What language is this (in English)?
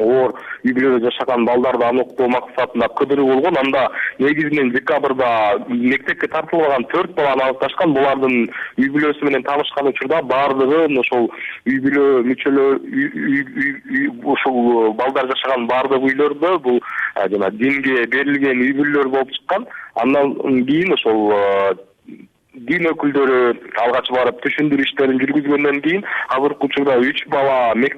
Kyrgyz